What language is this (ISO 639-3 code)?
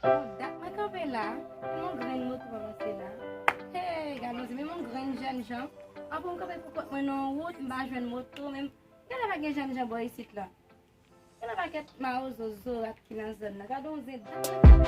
hat